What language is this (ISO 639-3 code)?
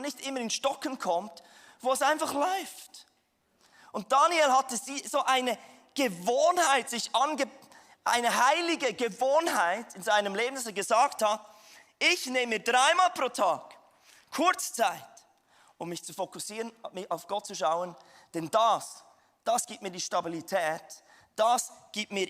gsw